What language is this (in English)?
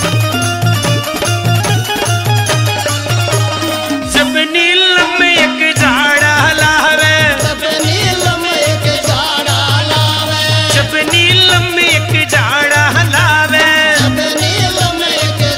Haryanvi